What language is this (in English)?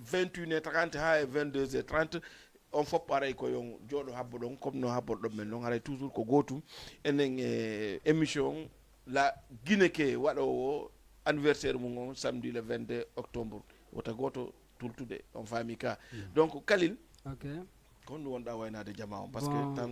Fula